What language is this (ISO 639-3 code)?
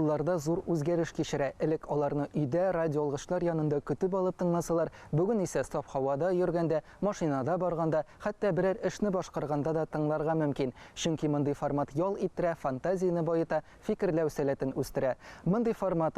tat